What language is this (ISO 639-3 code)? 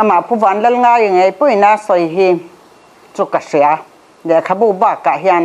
lus